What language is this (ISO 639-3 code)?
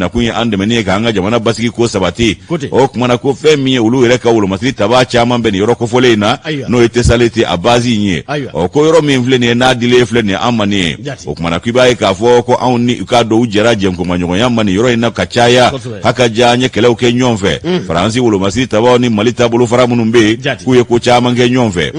bam